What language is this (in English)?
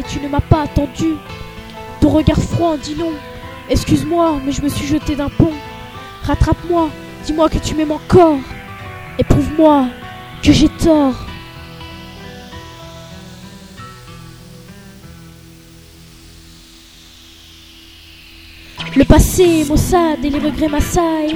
French